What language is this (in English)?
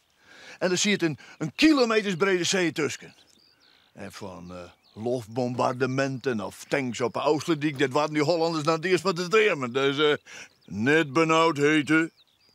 Western Frisian